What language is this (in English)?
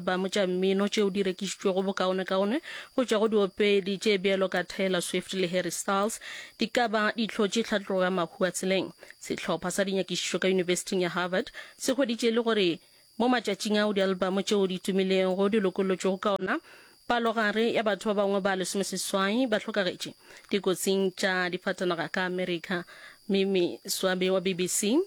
Northern Sotho